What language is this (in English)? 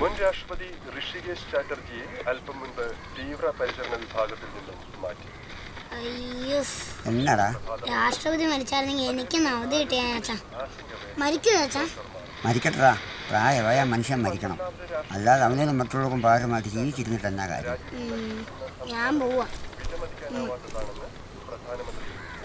Malayalam